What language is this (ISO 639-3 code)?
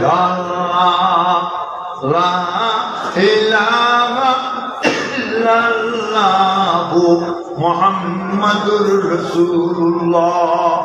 syl